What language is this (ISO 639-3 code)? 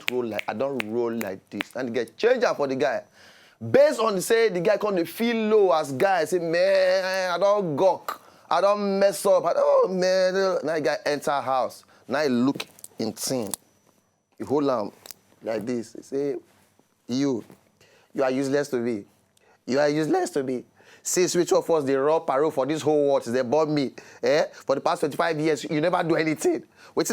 pcm